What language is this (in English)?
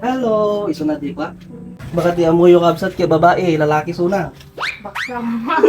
Iloko